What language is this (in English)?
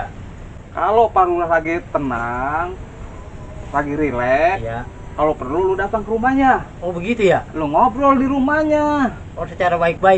Betawi